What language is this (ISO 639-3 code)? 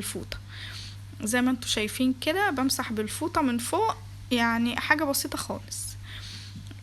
arz